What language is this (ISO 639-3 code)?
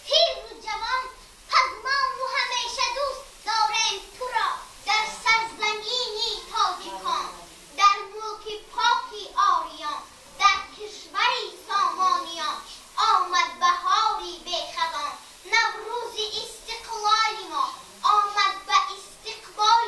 tgk